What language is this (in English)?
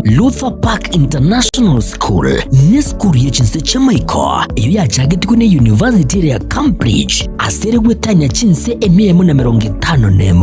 Gusii